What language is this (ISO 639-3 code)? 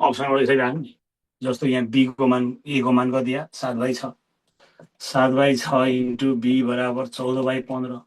nep